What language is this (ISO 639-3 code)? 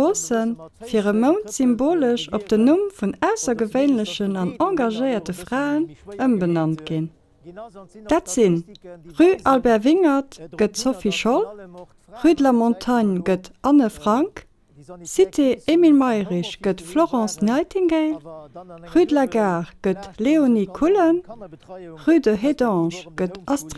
ltz